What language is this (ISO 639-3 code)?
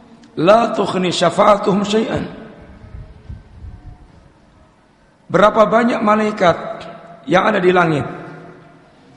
ind